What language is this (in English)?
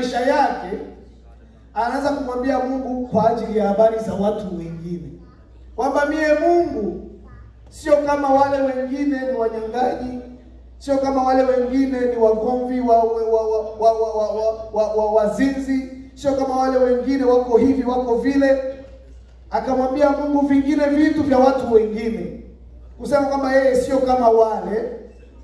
Swahili